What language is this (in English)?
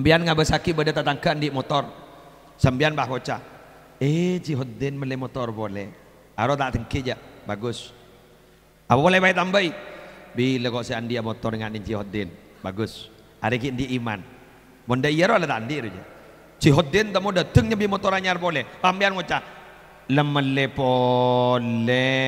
Madurese